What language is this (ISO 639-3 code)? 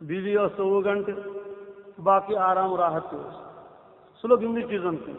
kas